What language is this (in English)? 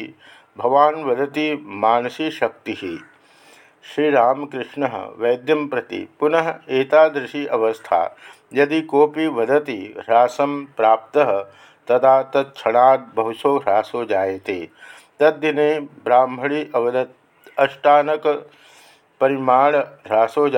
Sanskrit